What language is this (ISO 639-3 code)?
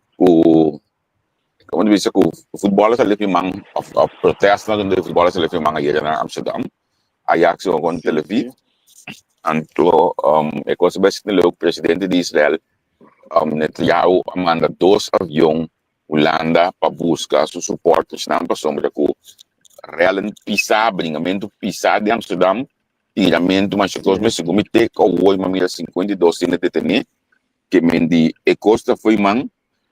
pap